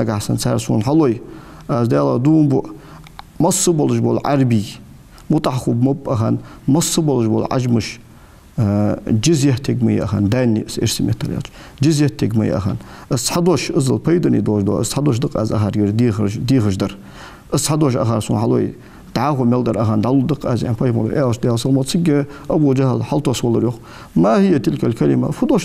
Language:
Ingush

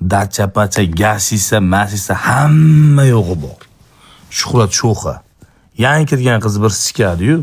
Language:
Uzbek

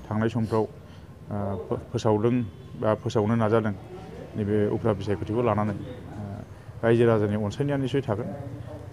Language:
Bodo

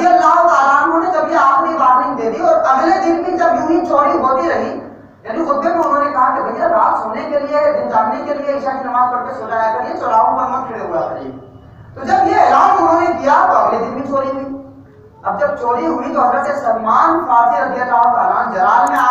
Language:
Hindi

